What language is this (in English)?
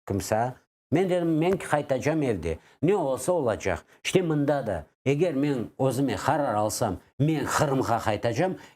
Crimean Tatar